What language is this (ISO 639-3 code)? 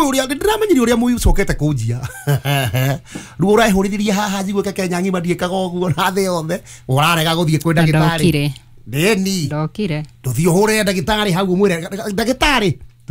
kik